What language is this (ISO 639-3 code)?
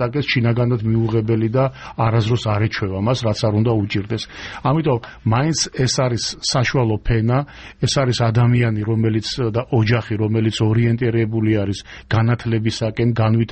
kat